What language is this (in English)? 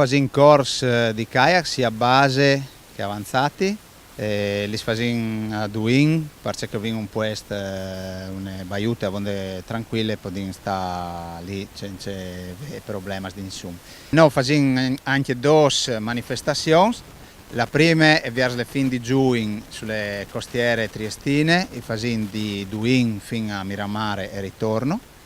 Friulian